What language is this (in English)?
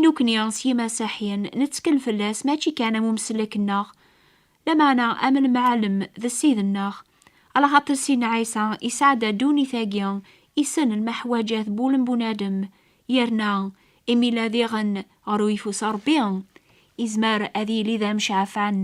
Kabyle